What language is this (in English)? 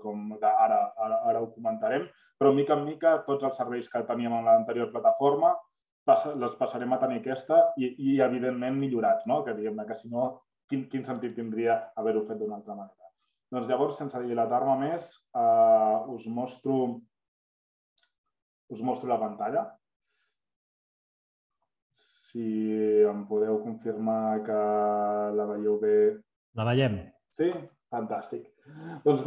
Catalan